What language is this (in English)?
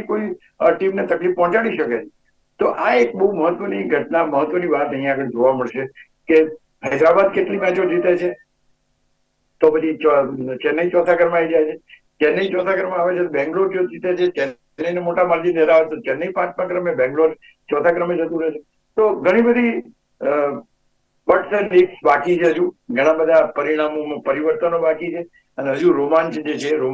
Gujarati